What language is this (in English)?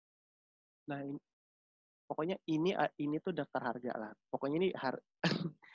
Indonesian